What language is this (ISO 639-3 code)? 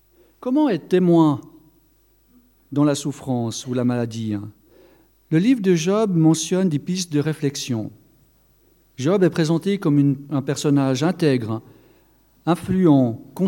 fra